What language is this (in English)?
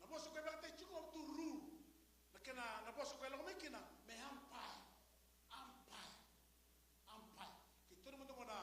Fijian